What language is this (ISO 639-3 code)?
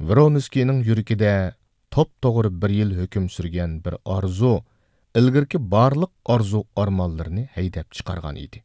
uig